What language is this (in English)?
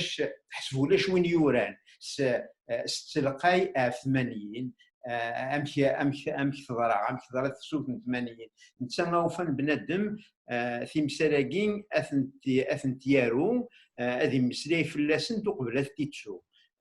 Kabyle